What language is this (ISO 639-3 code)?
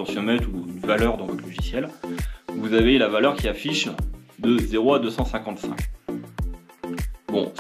fra